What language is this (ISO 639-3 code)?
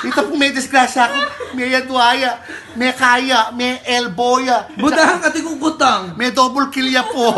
pam